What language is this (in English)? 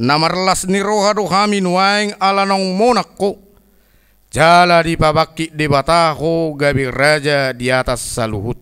Batak Toba